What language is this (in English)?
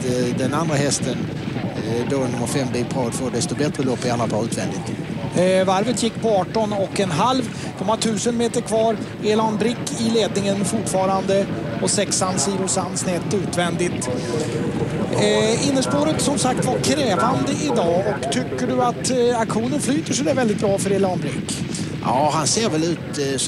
Swedish